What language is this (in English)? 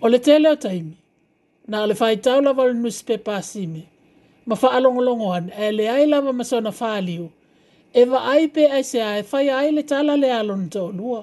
Samoan